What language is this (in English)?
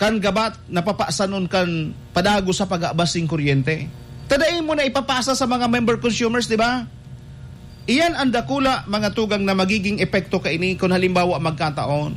Bikol